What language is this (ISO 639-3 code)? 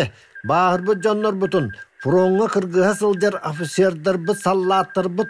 sah